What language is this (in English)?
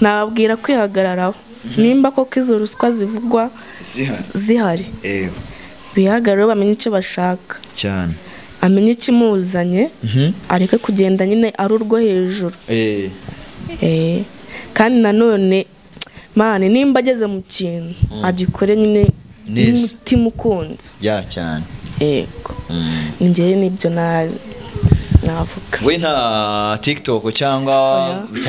Kinyarwanda